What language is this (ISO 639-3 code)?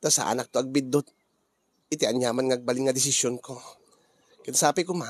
ilo